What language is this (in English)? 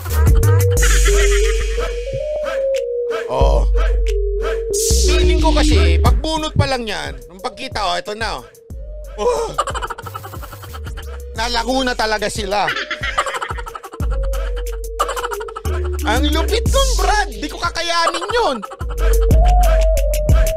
Filipino